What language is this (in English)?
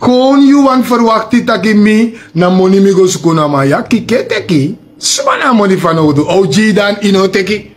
Sranan Tongo